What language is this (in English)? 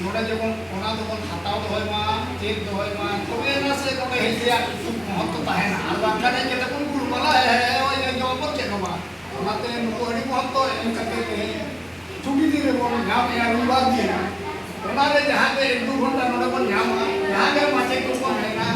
Santali